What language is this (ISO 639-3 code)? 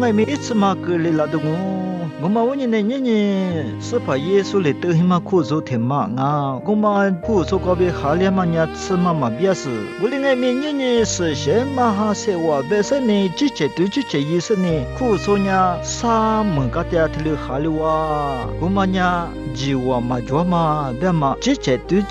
lis